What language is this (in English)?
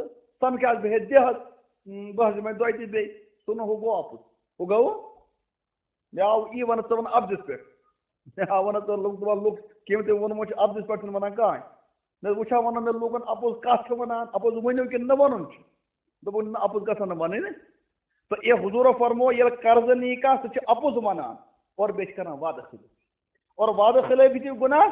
Kashmiri